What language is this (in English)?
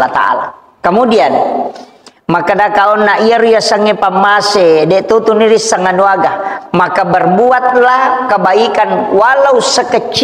Buginese